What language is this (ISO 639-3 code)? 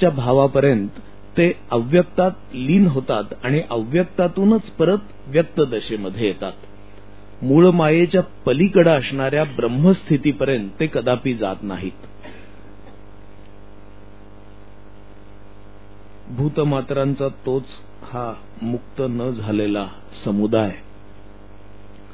mar